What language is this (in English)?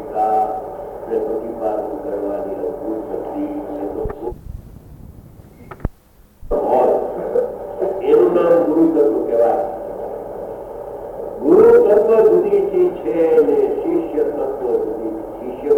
Gujarati